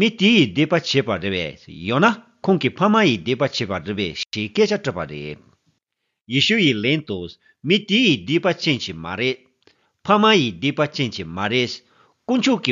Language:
Tibetan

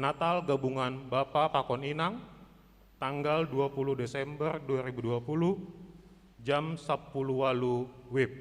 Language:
Batak Simalungun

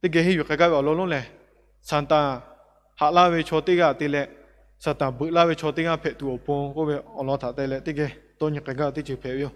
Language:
Lahu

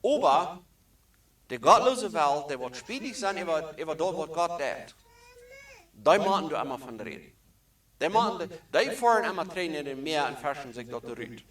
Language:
Plautdietsch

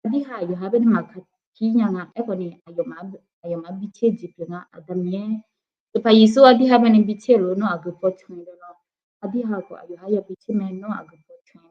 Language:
Akha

